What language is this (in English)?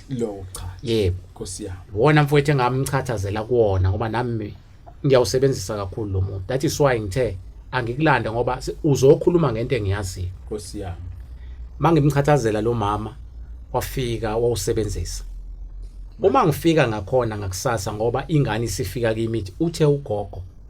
Zulu